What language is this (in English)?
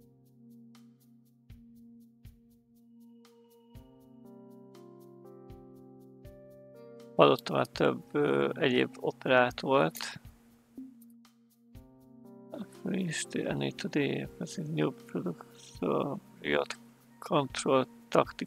Hungarian